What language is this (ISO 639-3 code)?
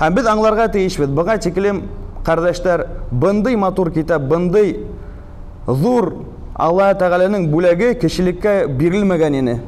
bak